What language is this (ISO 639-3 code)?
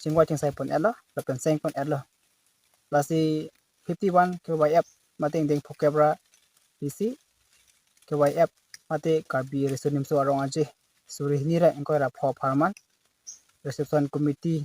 mjw